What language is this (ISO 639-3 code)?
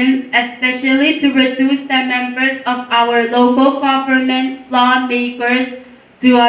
pon